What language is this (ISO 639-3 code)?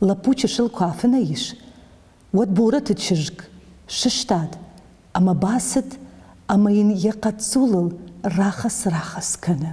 oss